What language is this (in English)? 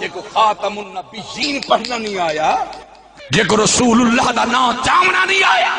Saraiki